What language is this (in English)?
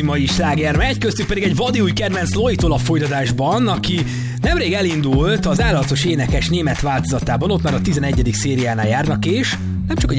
Hungarian